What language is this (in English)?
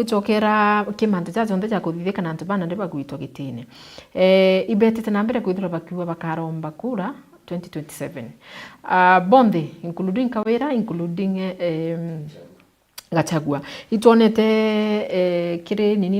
Meru